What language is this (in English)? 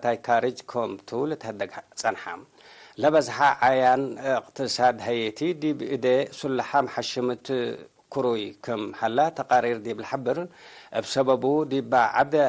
Tigre